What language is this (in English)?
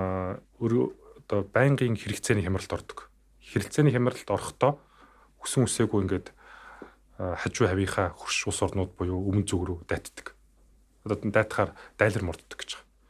Mongolian